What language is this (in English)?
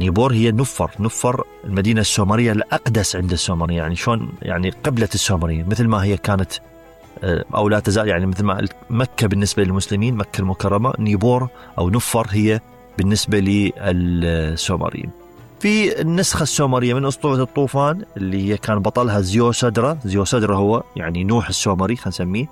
Mesopotamian Arabic